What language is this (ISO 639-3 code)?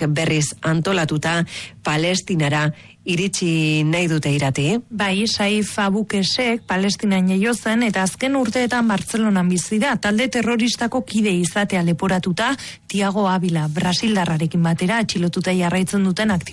eus